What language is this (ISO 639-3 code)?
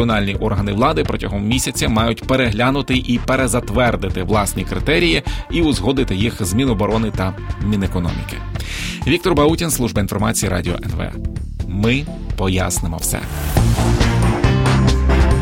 ukr